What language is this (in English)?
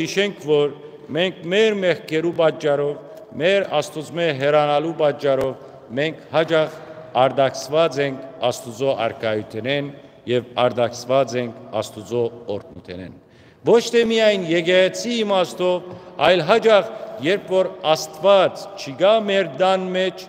Western Armenian